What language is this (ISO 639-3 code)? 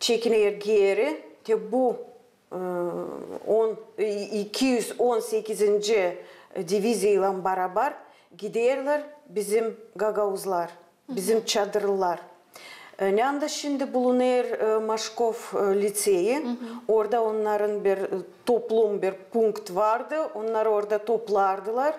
gag